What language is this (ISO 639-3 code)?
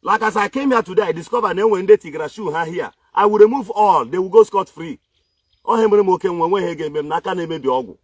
ibo